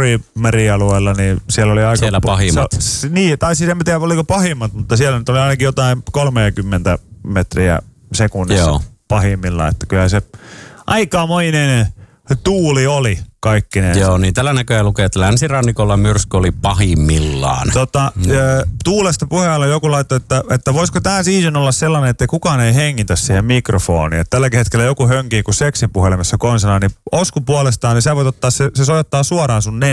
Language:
Finnish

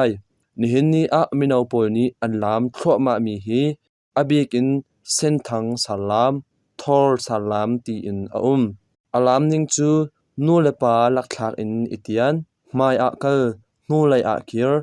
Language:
Hakha Chin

